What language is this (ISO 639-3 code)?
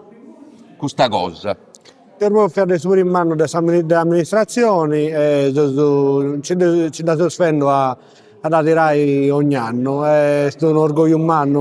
srd